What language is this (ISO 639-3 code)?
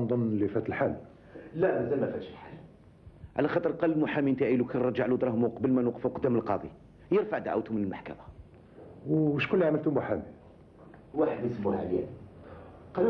arq